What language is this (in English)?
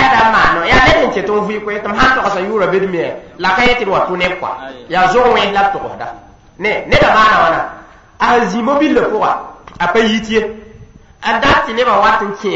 Mossi